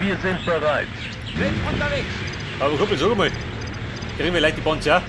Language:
Bavarian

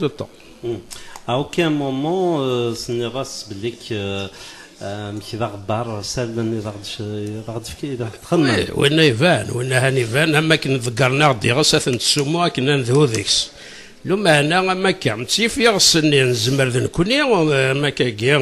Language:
Kabyle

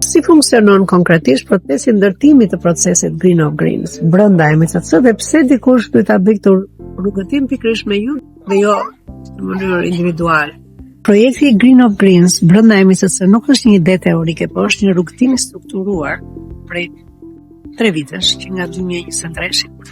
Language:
Albanian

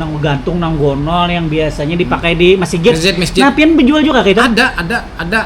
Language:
Banjar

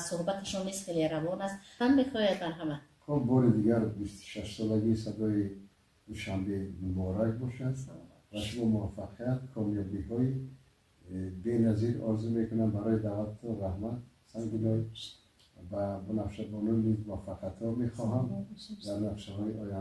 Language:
Tajik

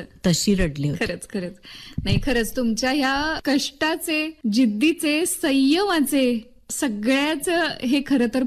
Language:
Marathi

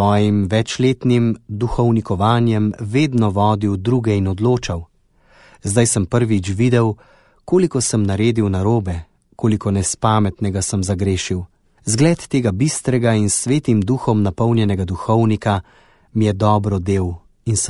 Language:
Slovenian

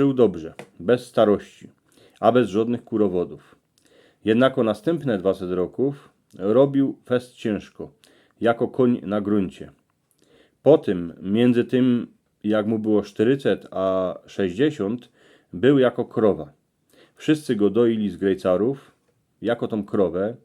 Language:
Silesian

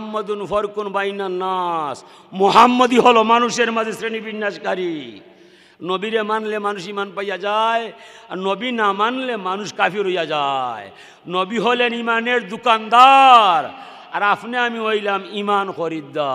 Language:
Sylheti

